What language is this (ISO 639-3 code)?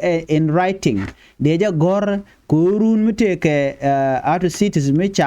nus